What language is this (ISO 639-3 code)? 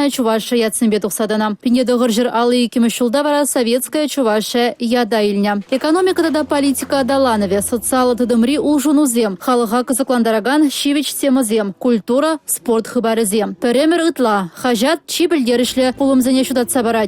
chv